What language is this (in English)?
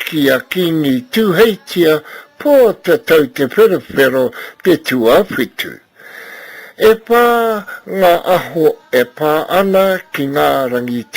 Māori